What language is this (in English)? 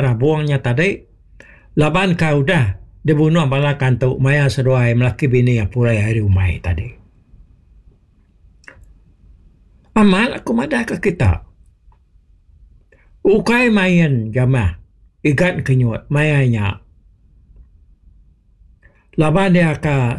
Iban